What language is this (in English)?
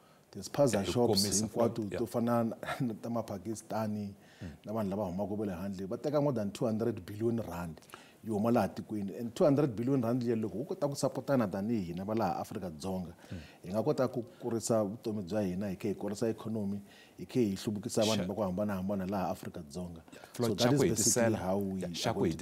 Tsonga